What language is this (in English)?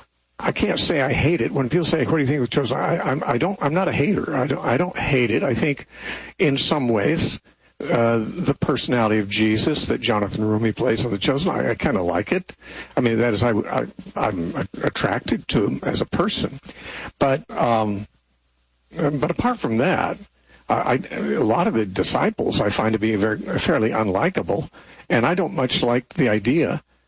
English